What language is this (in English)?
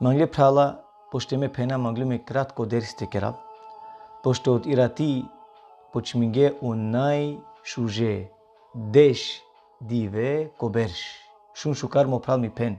Balkan Romani